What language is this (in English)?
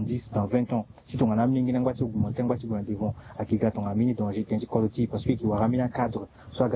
Sango